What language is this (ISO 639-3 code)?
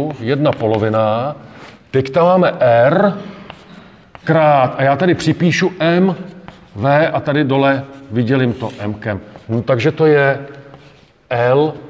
ces